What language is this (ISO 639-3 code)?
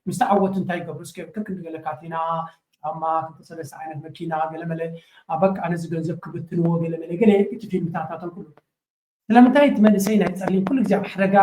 tir